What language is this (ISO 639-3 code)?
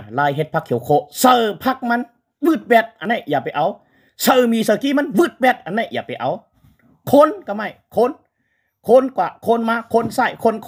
shn